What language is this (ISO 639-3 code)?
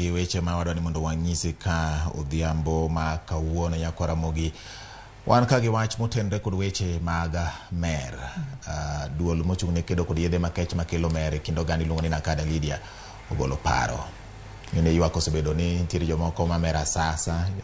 luo